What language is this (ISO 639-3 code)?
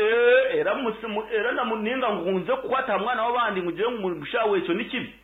nyn